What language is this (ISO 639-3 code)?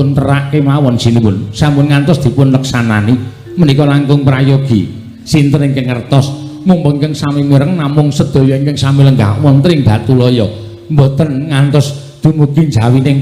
jav